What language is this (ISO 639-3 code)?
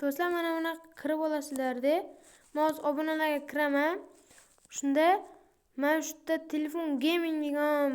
uzb